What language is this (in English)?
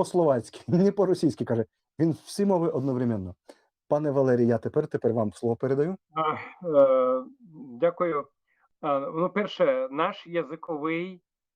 Rusyn